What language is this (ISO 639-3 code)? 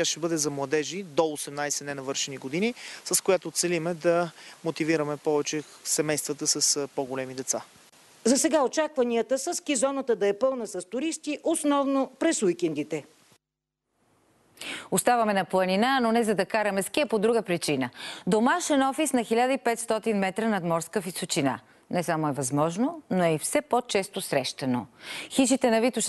bul